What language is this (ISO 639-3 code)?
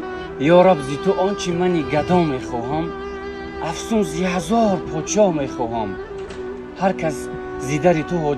tgk